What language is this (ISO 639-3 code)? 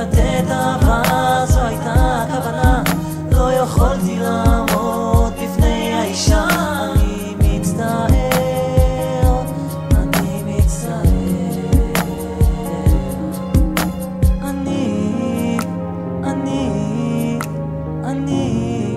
heb